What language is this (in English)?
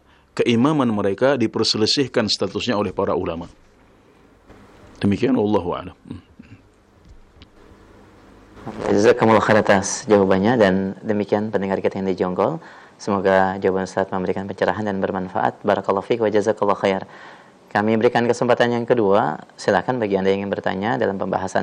Indonesian